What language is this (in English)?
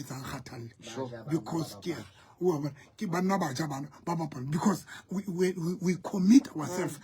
Southern Sotho